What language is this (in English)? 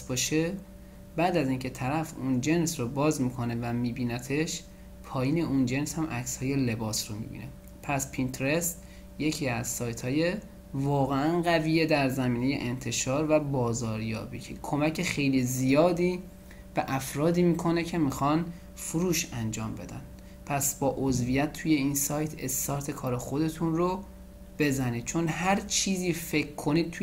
Persian